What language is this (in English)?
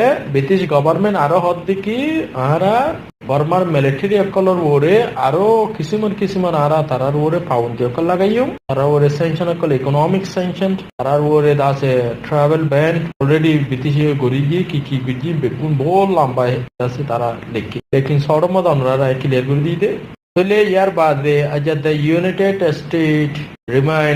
Rohingya